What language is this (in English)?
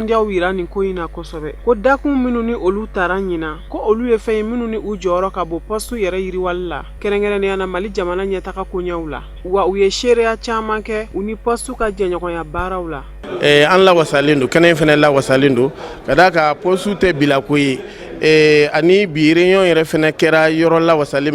Bambara